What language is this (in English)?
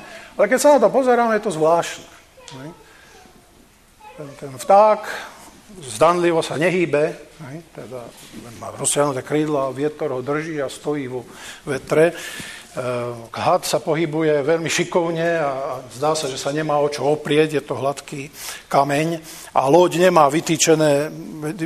Slovak